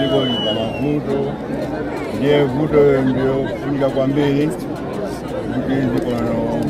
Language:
Nyanja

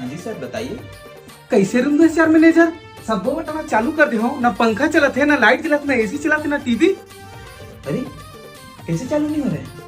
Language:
Chhattisgarhi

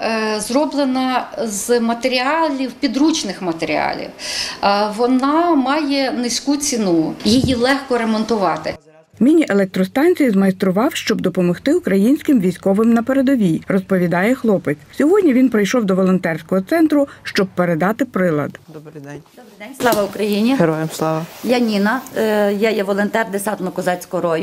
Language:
Ukrainian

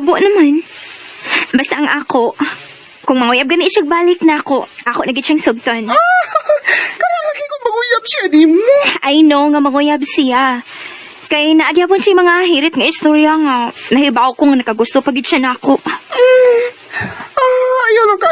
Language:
Cebuano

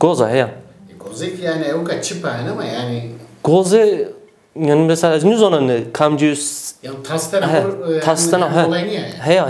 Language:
Zaza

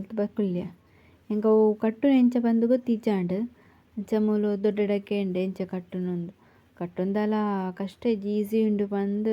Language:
Tulu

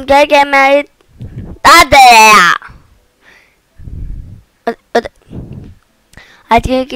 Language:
Danish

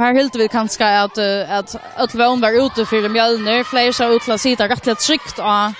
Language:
Faroese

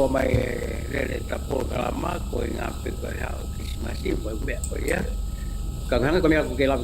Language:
Tongan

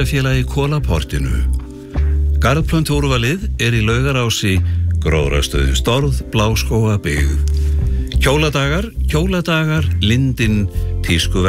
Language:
Icelandic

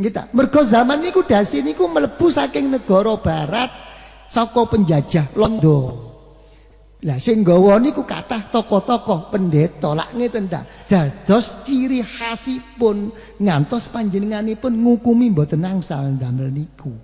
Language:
Javanese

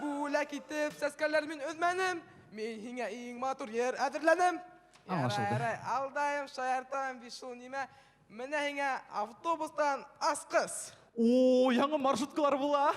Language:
Bashkir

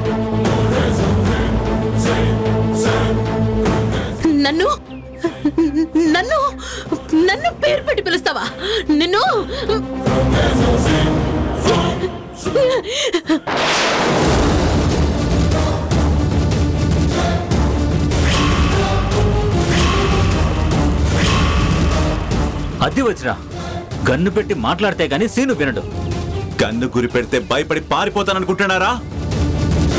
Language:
Telugu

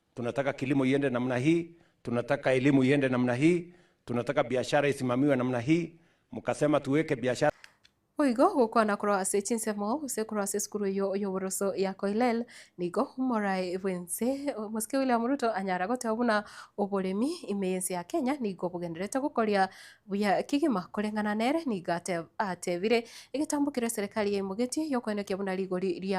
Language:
Gusii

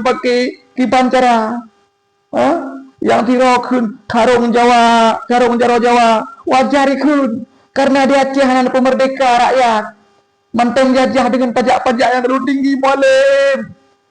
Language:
Achinese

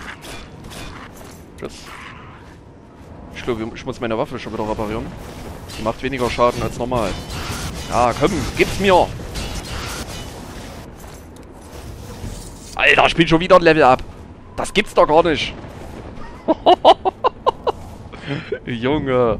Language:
German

